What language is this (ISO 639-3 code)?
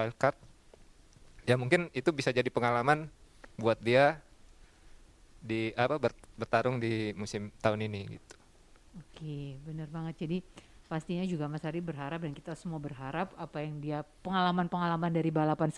ind